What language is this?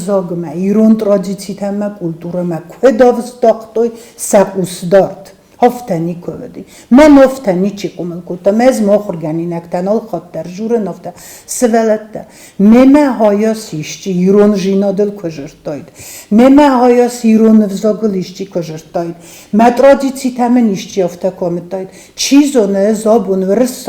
Ossetic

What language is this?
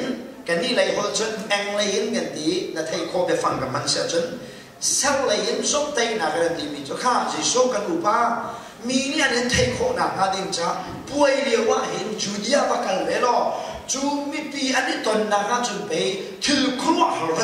Hakha Chin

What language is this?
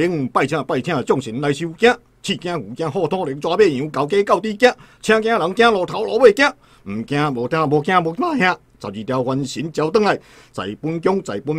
Min Nan Chinese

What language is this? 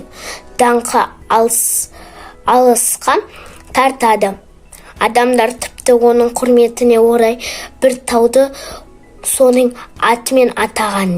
Kazakh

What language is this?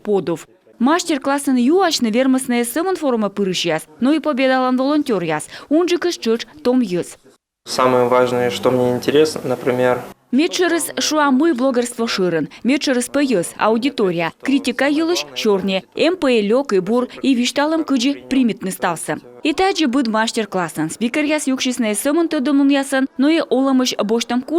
Komi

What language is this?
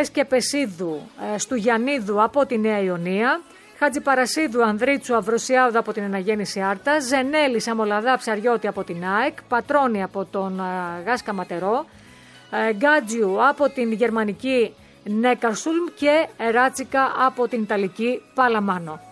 Greek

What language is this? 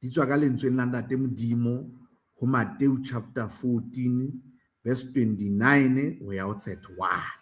Southern Sotho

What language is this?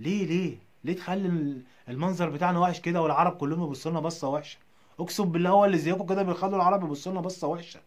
Egyptian Arabic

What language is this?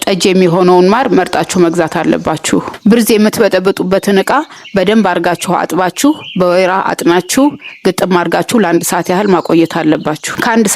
Amharic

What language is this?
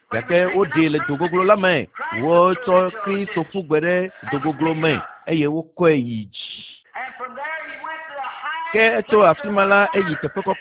Ewe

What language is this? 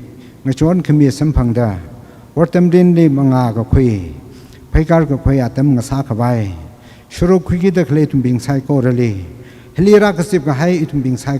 Tangkhul Naga (India)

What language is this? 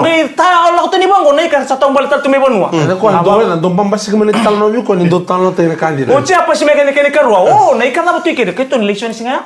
Fijian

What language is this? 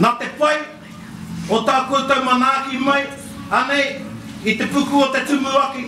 Māori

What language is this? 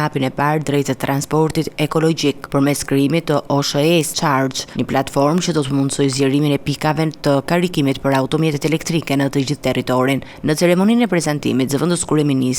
Albanian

